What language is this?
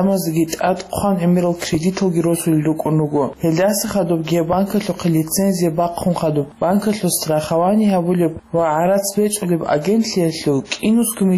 Avaric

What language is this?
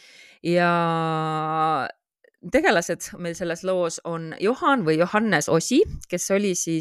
Estonian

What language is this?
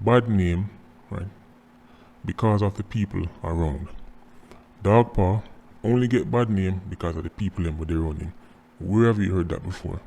Jamaican Creole English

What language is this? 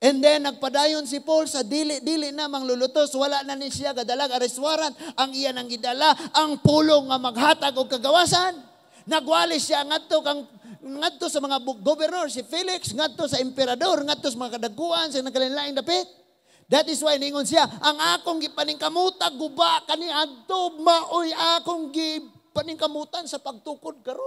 Cebuano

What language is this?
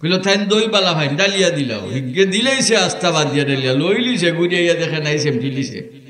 Sylheti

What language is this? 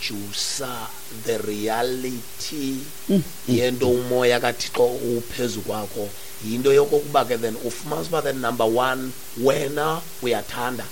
Xhosa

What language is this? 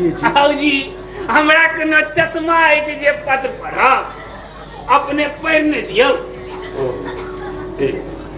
Maithili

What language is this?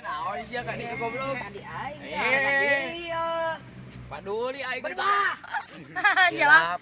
Sundanese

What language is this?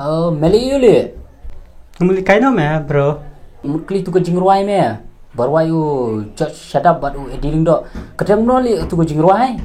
Khasi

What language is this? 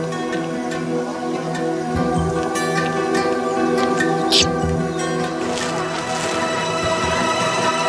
Portuguese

